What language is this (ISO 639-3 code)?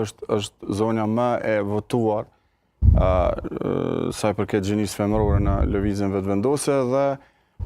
sqi